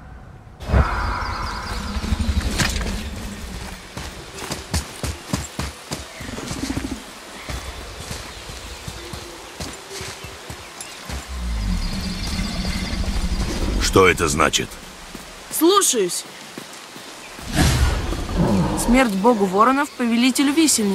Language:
Russian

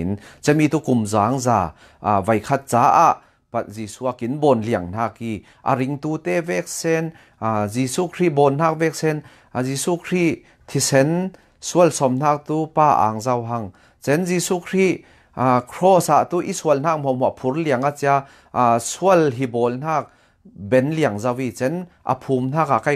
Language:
Falam Chin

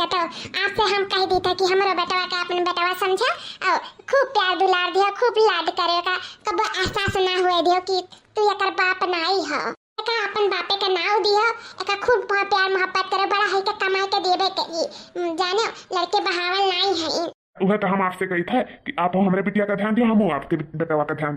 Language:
Awadhi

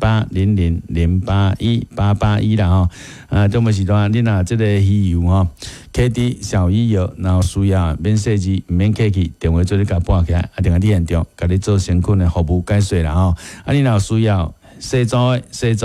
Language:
Min Nan Chinese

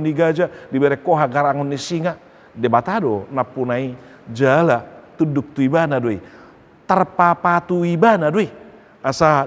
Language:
Batak Toba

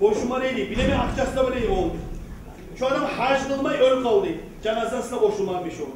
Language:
Kumyk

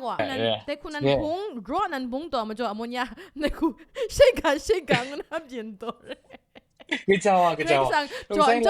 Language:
Kachin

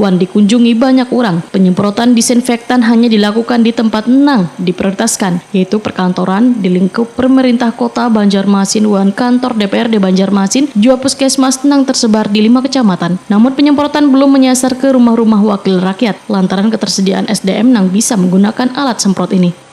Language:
Banjar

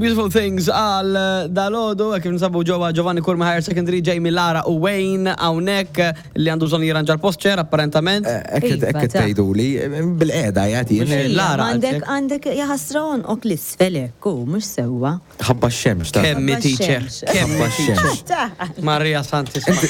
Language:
Maltese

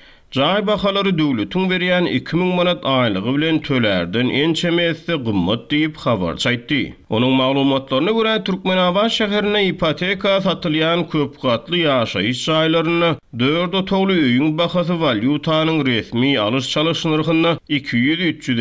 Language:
Turkmen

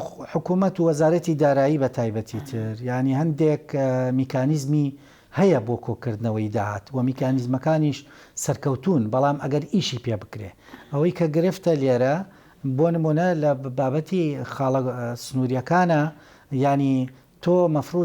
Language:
Central Kurdish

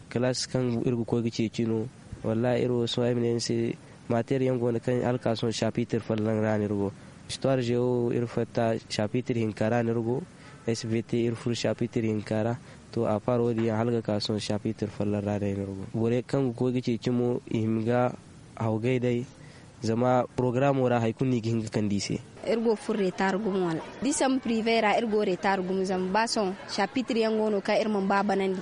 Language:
Zarma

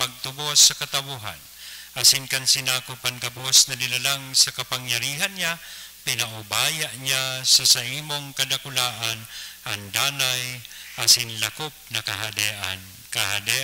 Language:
Bikol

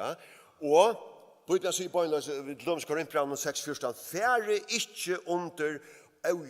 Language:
Faroese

